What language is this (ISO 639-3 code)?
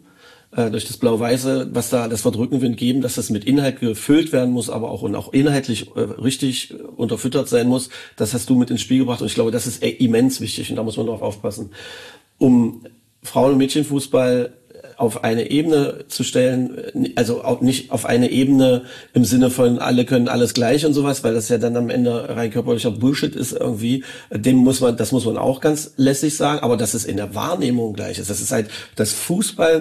deu